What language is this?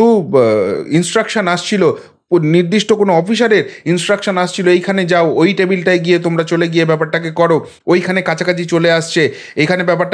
Bangla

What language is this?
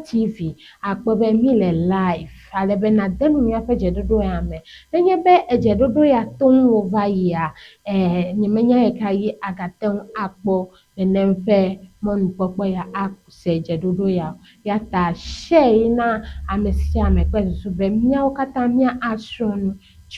Ewe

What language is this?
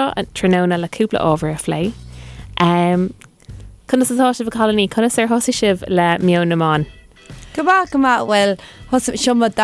Irish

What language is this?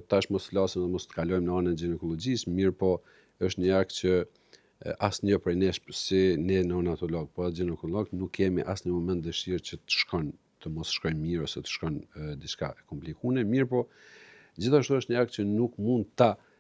Albanian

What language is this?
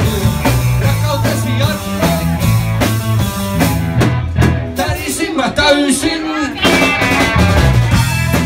Finnish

